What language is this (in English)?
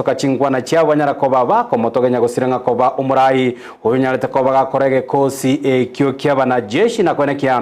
Gusii